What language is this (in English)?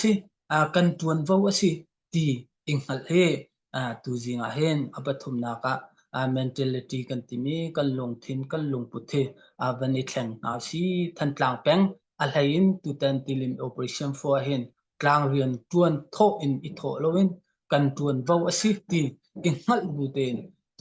Hakha Chin